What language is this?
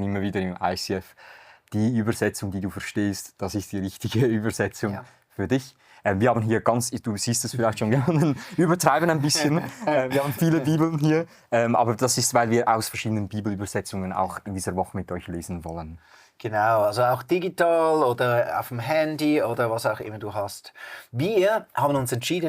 Swiss German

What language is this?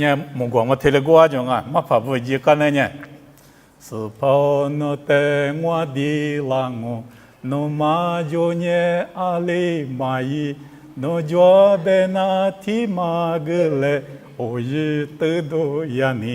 Lisu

